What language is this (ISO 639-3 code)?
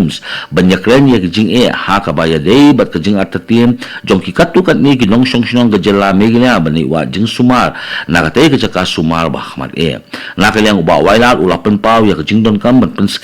kha